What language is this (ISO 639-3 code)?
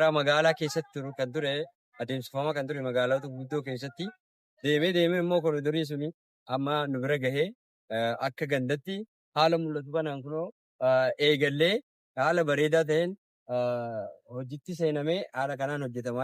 orm